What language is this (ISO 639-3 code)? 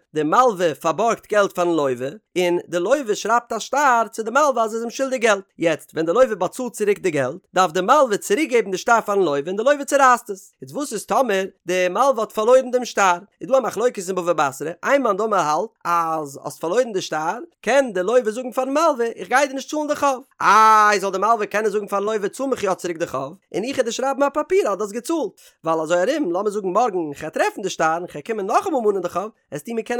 yid